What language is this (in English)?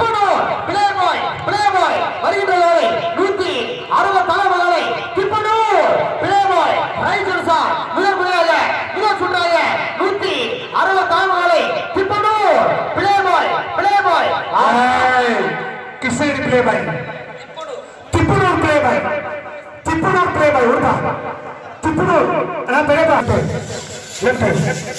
Tamil